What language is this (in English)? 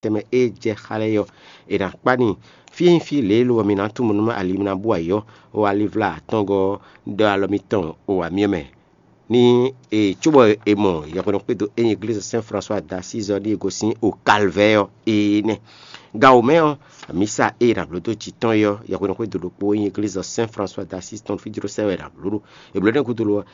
Fon